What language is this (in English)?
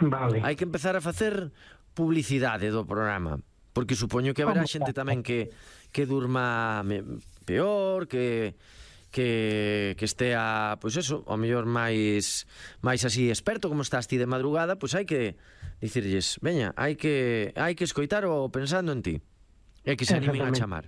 Galician